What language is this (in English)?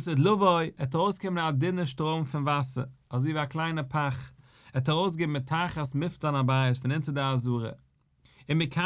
Yiddish